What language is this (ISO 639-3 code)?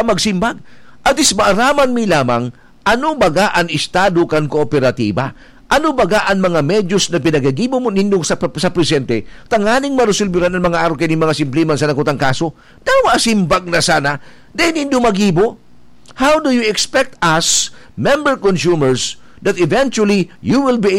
bik